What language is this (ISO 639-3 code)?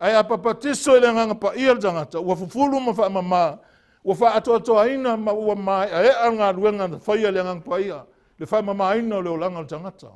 smo